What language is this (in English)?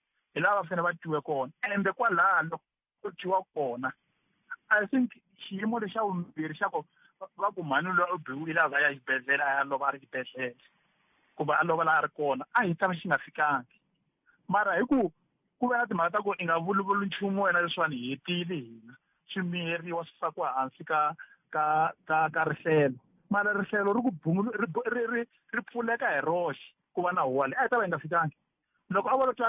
Tsonga